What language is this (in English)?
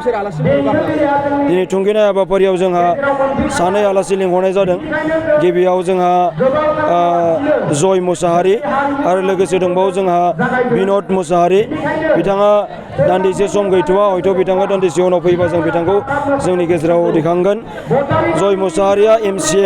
Bodo